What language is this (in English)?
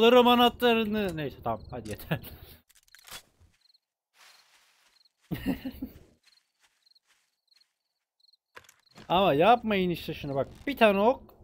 Turkish